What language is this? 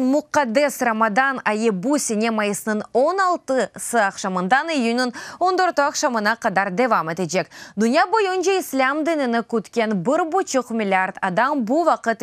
Crimean Tatar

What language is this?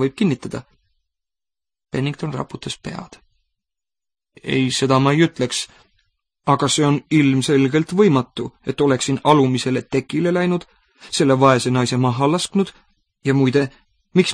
Estonian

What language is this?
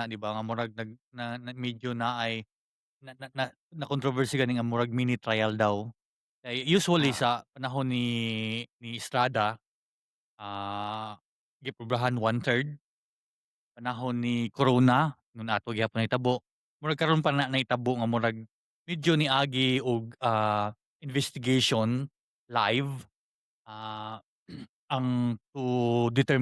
Cebuano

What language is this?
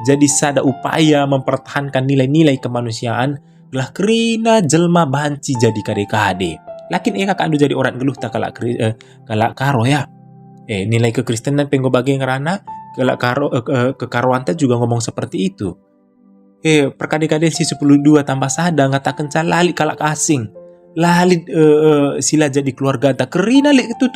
Batak Karo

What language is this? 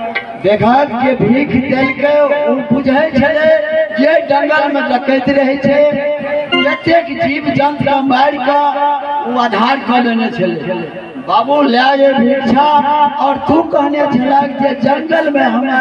Maithili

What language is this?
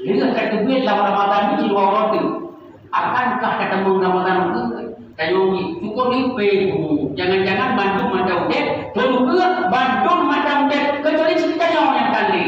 Achinese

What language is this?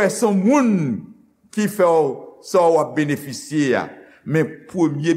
Haitian Creole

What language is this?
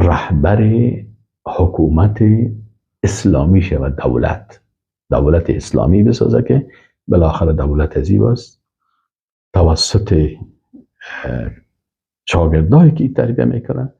Persian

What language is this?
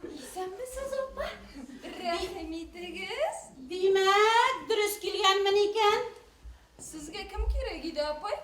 Bashkir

